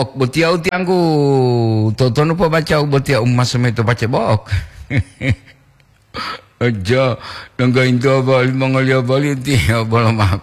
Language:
Gorontalo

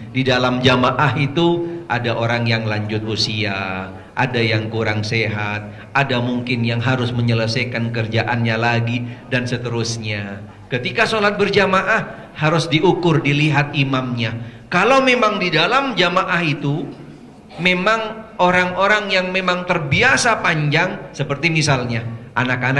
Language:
Indonesian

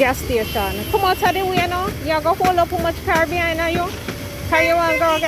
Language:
Jamaican Creole English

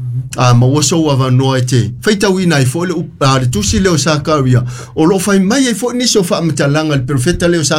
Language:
Samoan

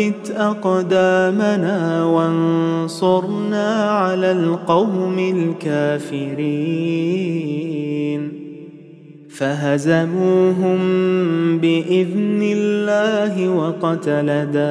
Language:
Arabic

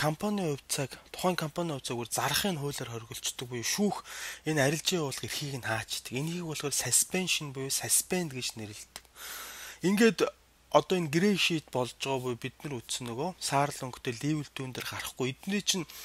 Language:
Mongolian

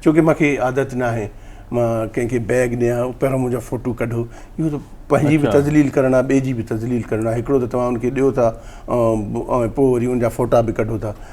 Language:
Sindhi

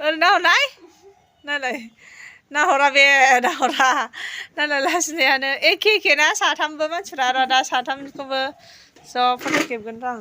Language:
Bodo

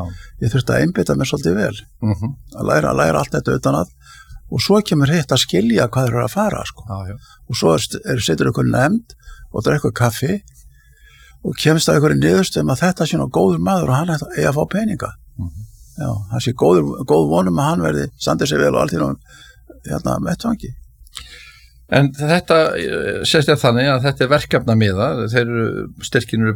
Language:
Icelandic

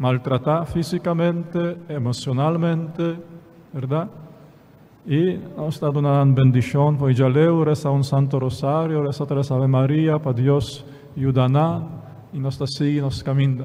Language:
Papiamento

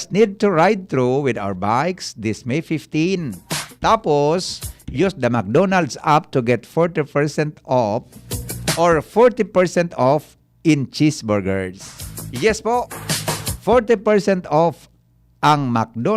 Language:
Bikol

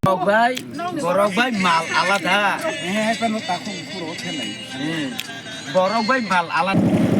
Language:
Kok Borok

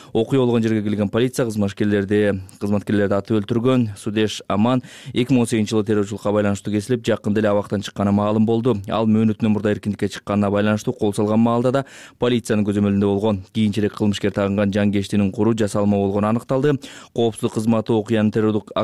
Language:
Kyrgyz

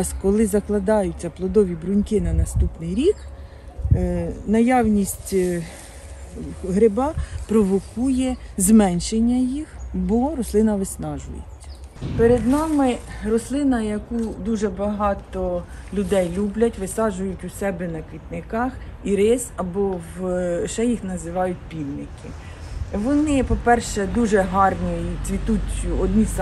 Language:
Ukrainian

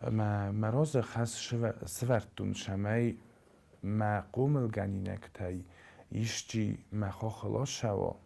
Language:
Ossetic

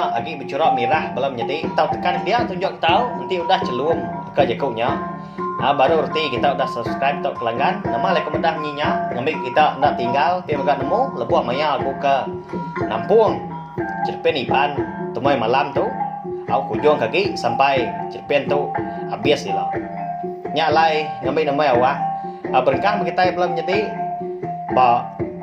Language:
Iban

